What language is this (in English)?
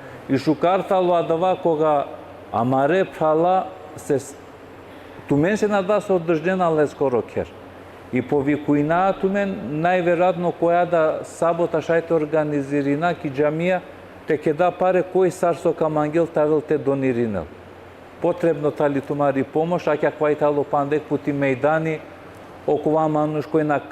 Balkan Romani